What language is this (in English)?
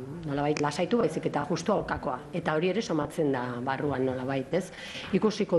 Basque